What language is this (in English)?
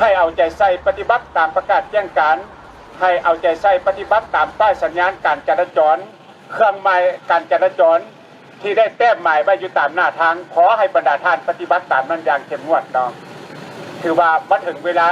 Lao